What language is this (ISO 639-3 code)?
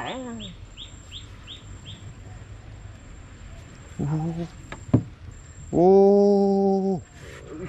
msa